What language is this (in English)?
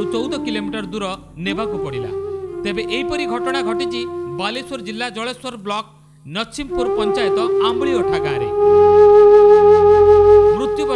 Odia